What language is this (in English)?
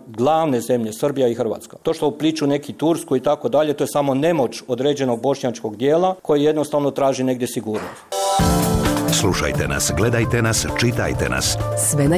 Bosnian